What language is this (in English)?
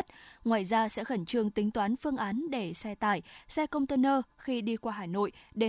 Vietnamese